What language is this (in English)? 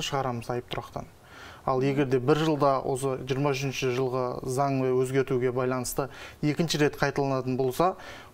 Kazakh